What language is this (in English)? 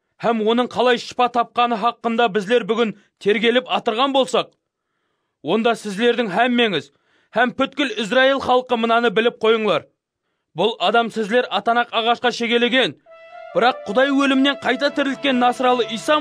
Kara-Kalpak